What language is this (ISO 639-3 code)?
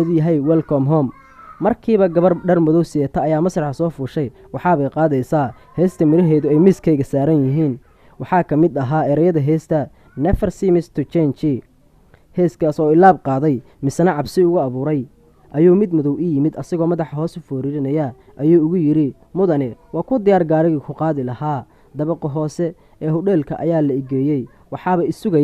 som